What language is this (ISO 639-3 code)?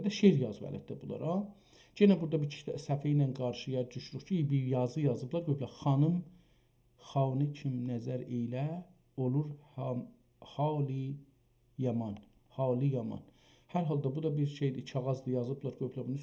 azb